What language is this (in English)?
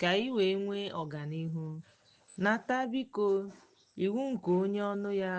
Igbo